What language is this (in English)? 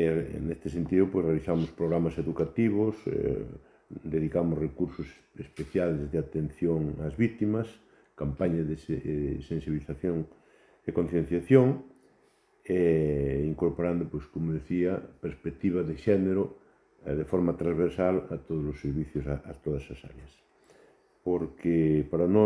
Galician